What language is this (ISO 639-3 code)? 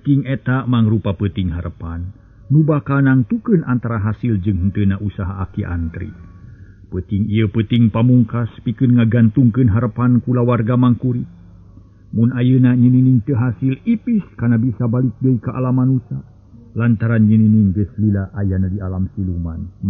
sun